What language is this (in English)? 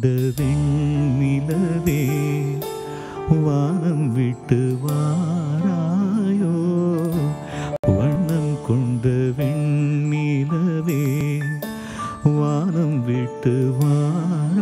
Tamil